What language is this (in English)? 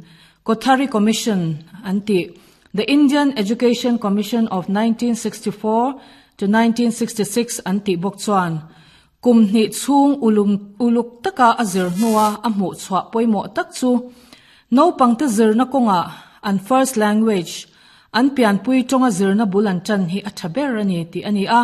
Mizo